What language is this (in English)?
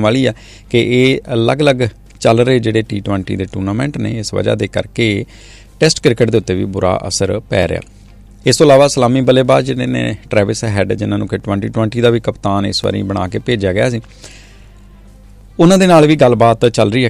Punjabi